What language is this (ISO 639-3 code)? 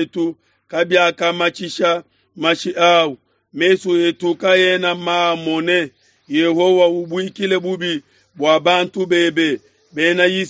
lua